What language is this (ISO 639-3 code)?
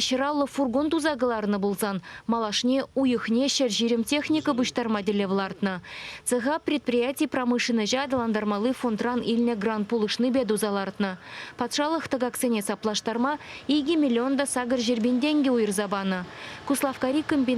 chv